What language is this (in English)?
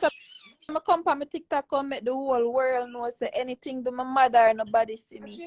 Jamaican Creole English